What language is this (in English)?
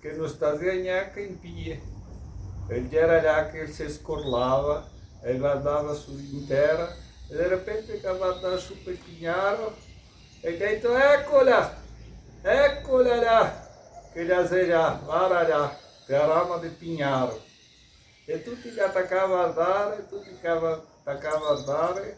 Venetian